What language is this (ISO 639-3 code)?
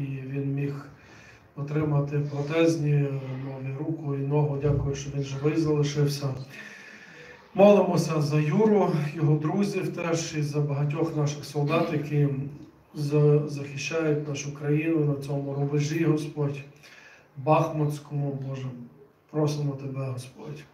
ukr